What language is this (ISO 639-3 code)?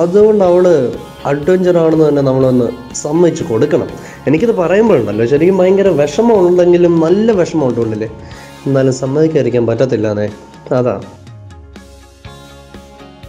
mal